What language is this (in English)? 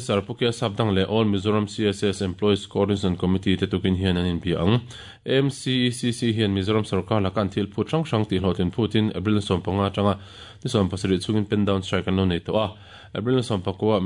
Mizo